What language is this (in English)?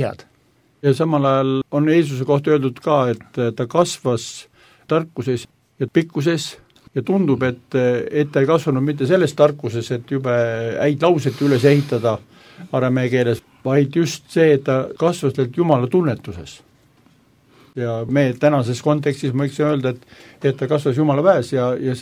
Estonian